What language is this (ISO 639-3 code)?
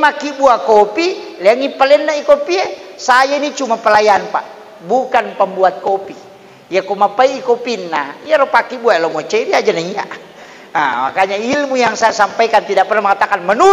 bug